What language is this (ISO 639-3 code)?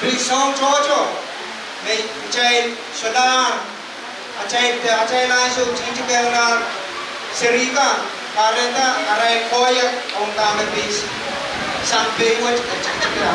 pon